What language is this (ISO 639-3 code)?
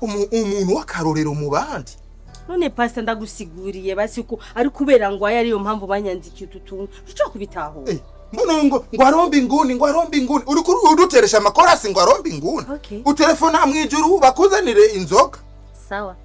run